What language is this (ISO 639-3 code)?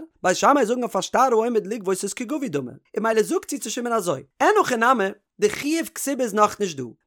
yid